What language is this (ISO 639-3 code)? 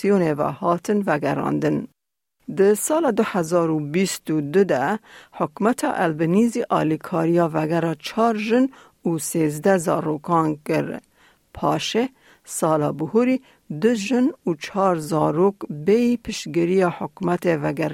kur